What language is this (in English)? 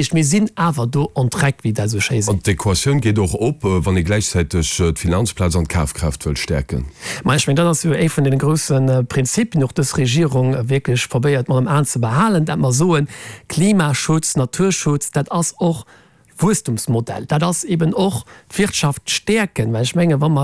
Luxembourgish